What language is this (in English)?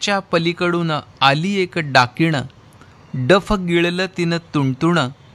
Marathi